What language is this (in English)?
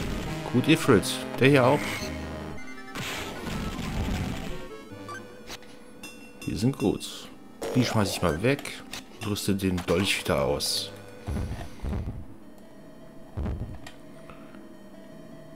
German